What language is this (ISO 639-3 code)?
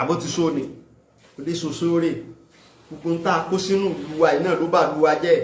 yor